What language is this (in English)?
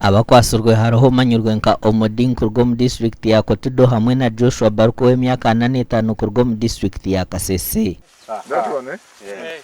Nyankole